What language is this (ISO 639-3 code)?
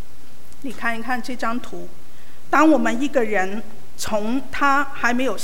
zho